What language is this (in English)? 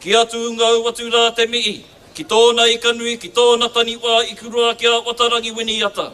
Māori